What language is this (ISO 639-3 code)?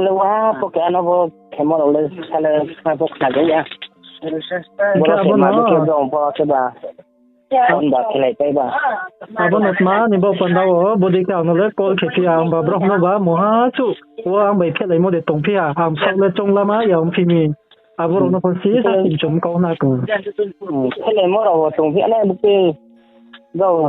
ria